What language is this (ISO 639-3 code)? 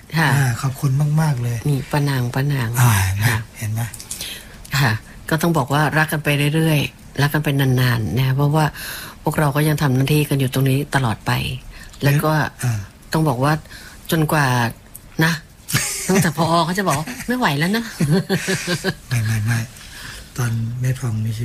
tha